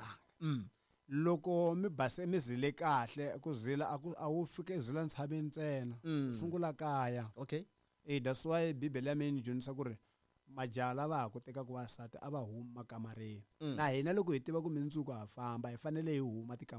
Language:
Tsonga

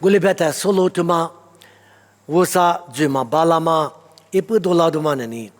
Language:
Lisu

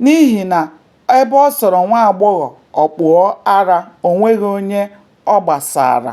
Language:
Igbo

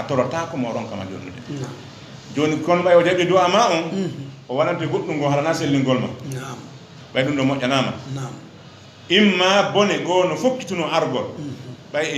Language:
Fula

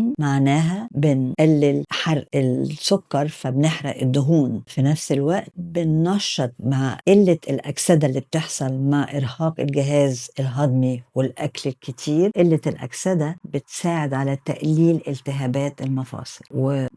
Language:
Egyptian Arabic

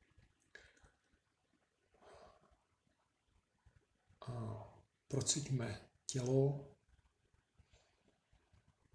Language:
Czech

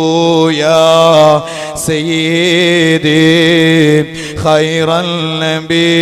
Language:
Malayalam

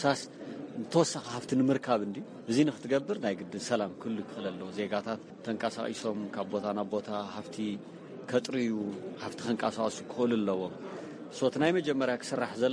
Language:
Tigrinya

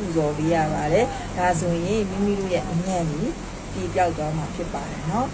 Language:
Burmese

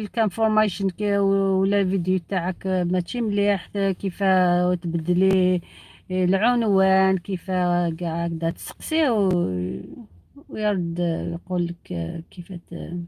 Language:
Algerian Arabic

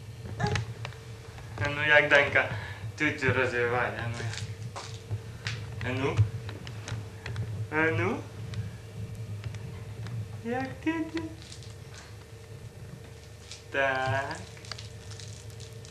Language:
Ukrainian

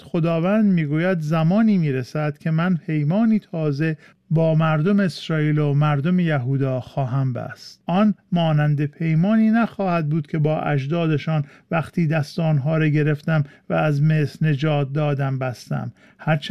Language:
Persian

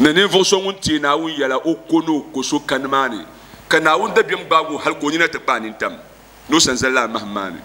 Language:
Dagbani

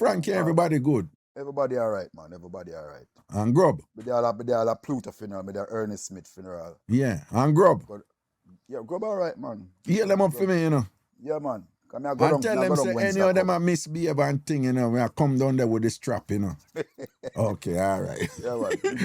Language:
Jamaican Creole English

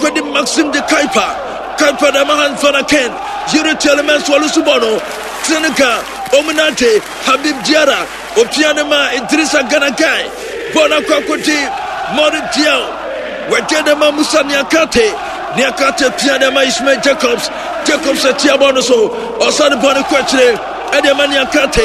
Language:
Akan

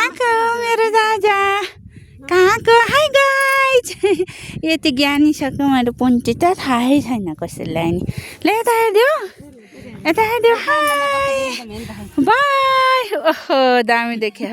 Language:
Nepali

